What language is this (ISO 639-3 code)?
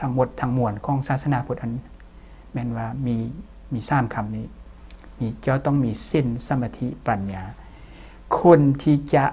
lao